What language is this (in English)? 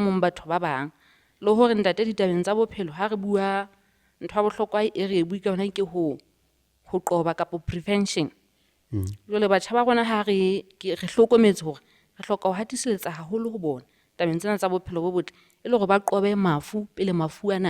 Southern Sotho